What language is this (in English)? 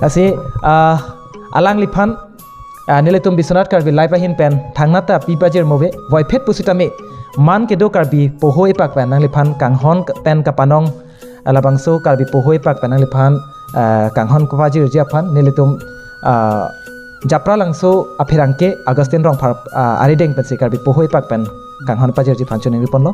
Karbi